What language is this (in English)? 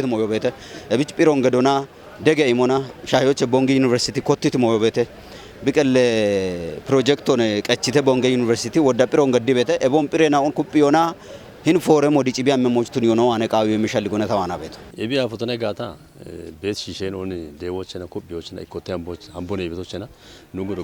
Kafa